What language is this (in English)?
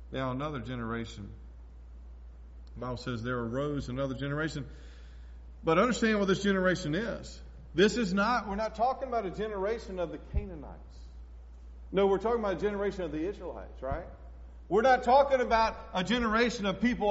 English